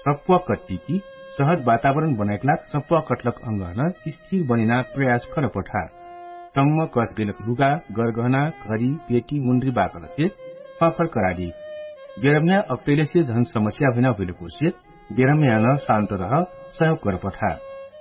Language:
Dangaura Tharu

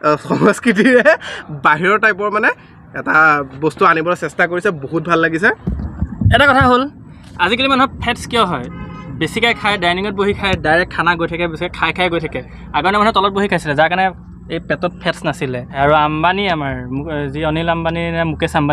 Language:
Assamese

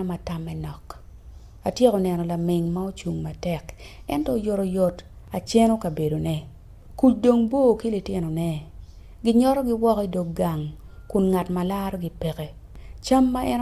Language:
Acoli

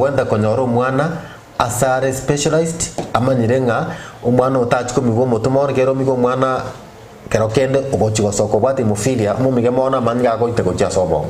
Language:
Gusii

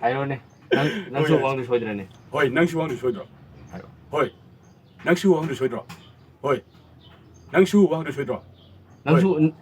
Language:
Manipuri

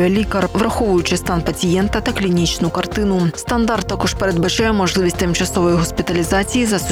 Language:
Ukrainian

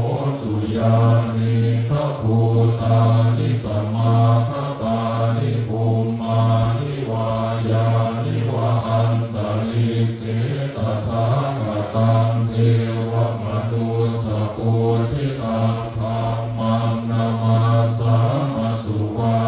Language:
Pali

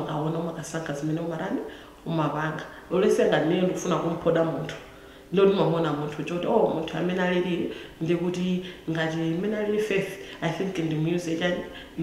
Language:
Nyanja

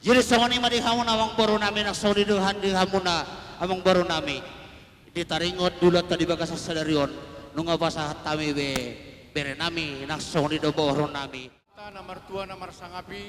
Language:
Batak Toba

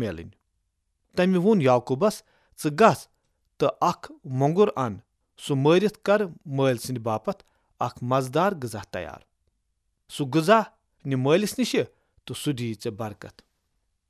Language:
Kashmiri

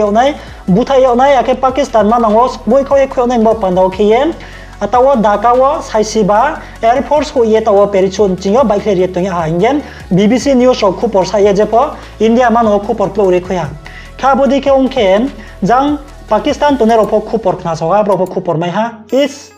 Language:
Riang (India)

